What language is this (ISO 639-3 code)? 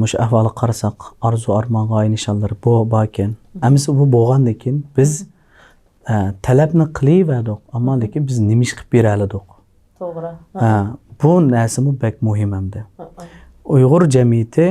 uig